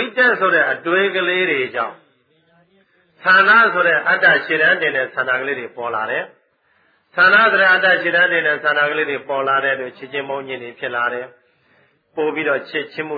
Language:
Burmese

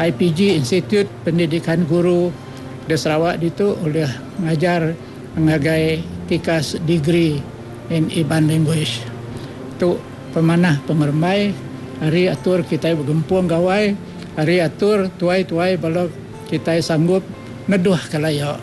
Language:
Iban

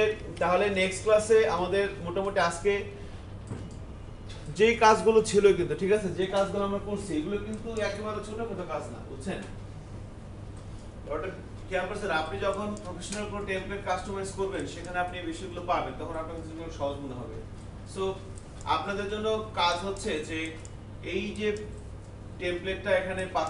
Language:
Bangla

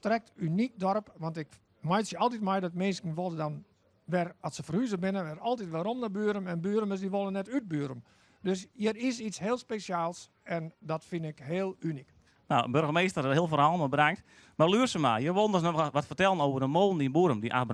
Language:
Western Frisian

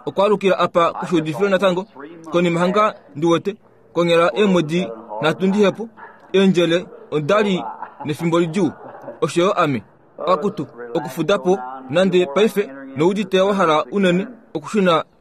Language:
Kuanyama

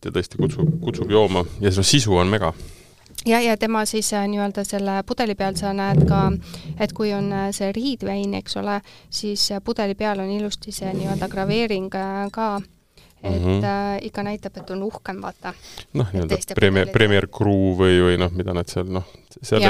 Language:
Estonian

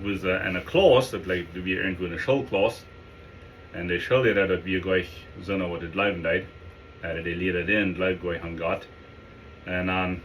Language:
Plautdietsch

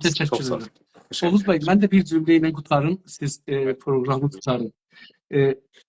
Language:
South Azerbaijani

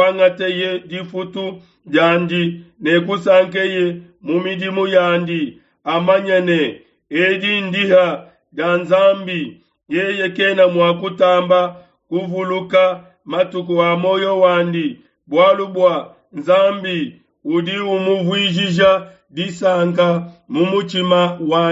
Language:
Luba-Lulua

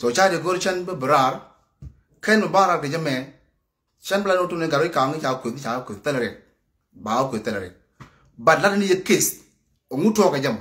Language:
Nuer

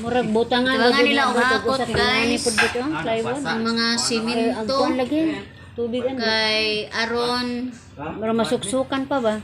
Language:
Cebuano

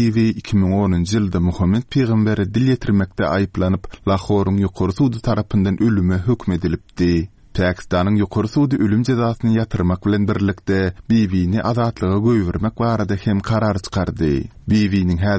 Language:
Turkmen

